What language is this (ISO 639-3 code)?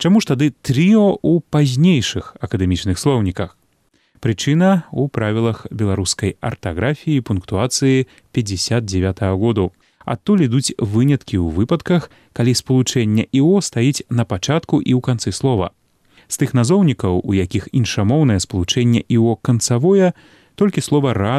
bel